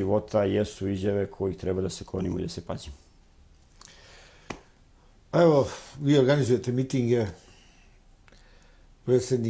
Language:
Serbian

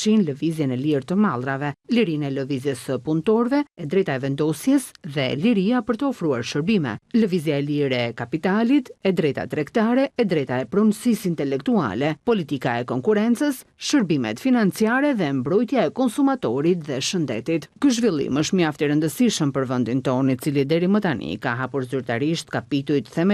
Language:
Albanian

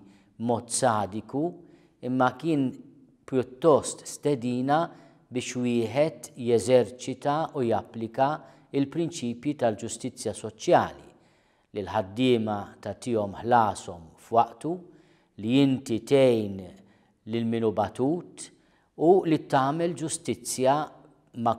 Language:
Maltese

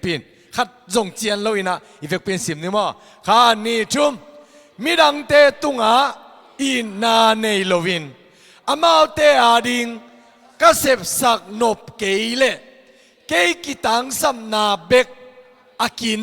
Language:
Tedim Chin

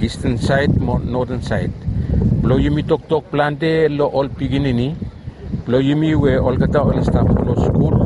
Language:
Bislama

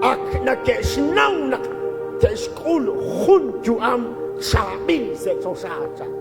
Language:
Kekchí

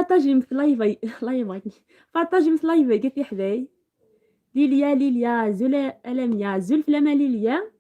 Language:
Algerian Arabic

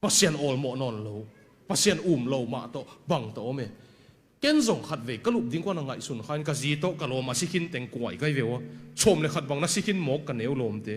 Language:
Tedim Chin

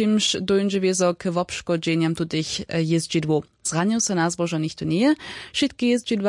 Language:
Upper Sorbian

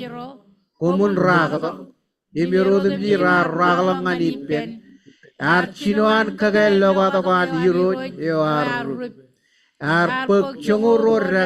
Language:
Marshallese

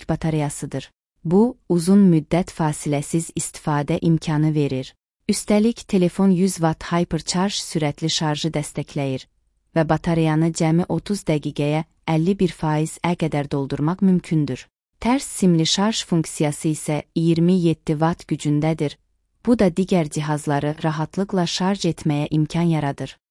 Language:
Azerbaijani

